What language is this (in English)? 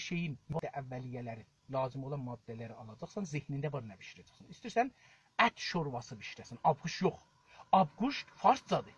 South Azerbaijani